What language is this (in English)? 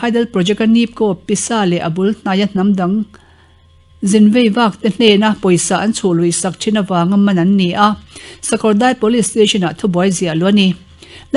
Mizo